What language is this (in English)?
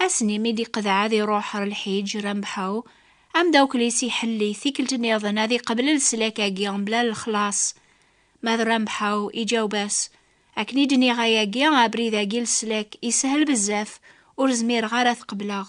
Kabyle